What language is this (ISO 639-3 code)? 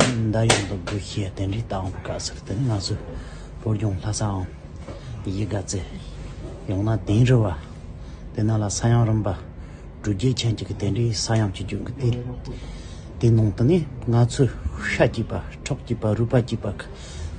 bod